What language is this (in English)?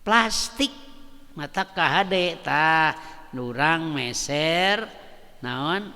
Sundanese